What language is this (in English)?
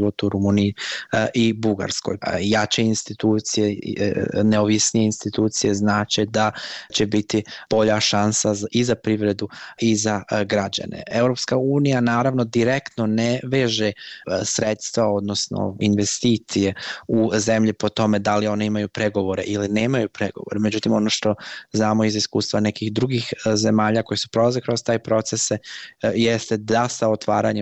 Bosnian